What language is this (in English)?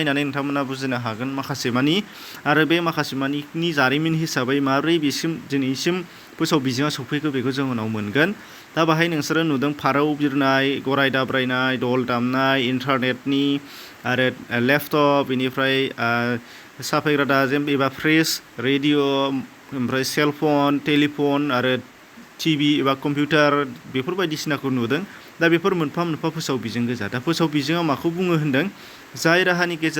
Bodo